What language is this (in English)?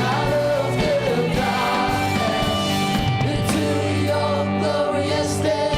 Tangkhul Naga (India)